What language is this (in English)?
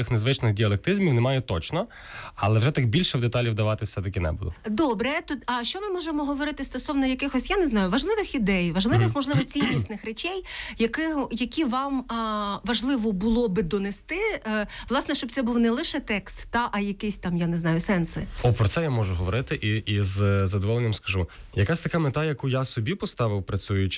Ukrainian